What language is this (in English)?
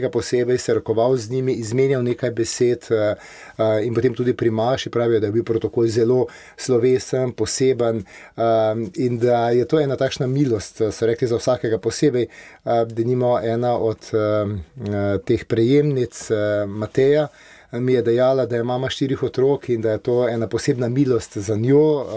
Slovenian